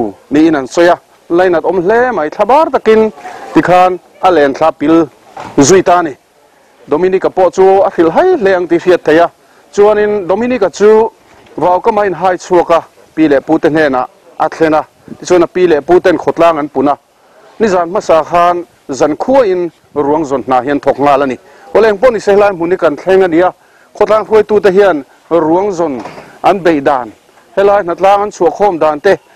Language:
Mizo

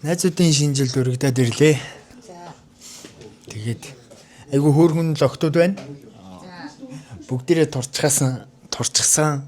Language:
Mongolian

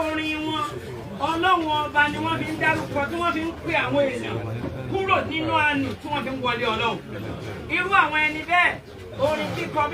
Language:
Yoruba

